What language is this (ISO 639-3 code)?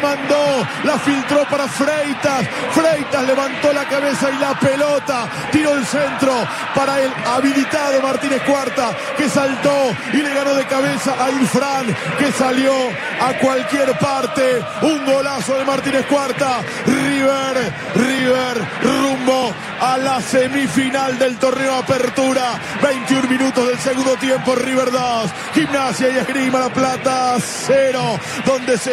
spa